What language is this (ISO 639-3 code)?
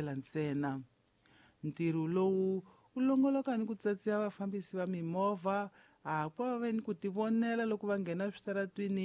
tso